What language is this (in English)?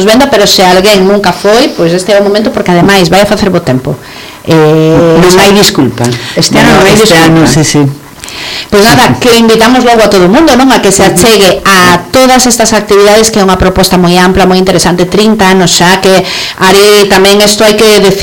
Galician